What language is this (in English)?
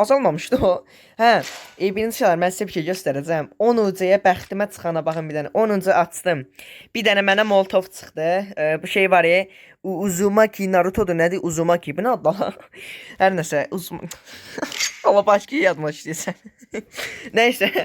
Azerbaijani